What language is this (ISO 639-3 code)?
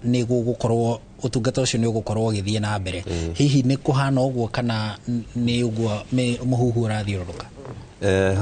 kik